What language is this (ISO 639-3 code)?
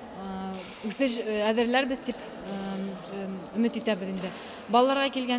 bak